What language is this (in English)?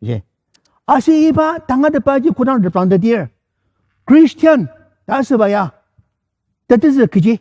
Ao Naga